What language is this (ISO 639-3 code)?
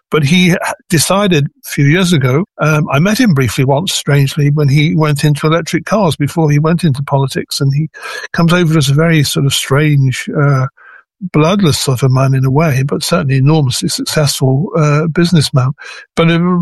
eng